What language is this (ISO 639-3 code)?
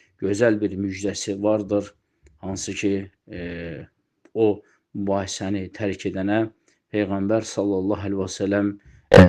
aze